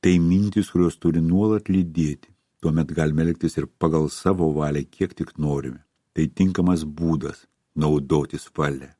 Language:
Lithuanian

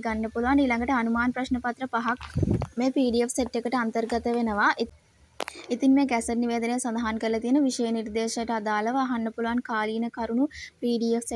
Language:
Sinhala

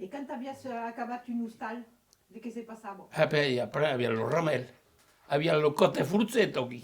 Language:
Occitan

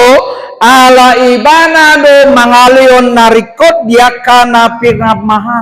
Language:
Batak Toba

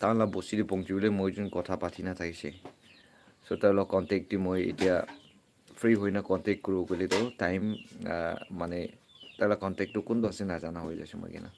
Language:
Naga Pidgin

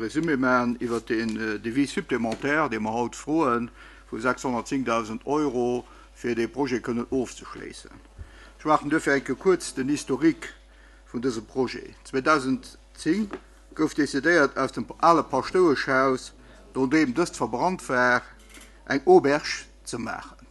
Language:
Luxembourgish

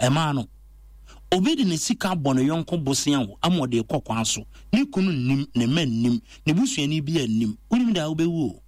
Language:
Akan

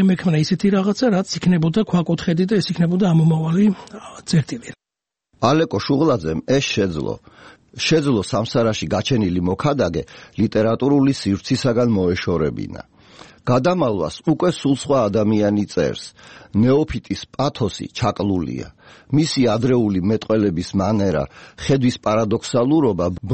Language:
Georgian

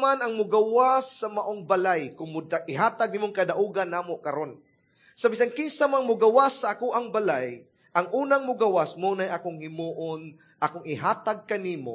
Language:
Cebuano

